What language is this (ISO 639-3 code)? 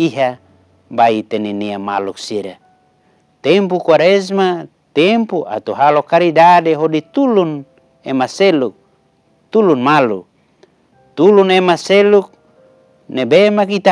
tet